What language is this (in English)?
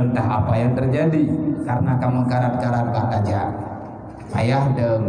Achinese